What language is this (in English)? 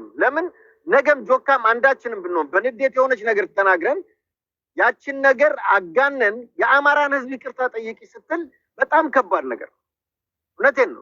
Amharic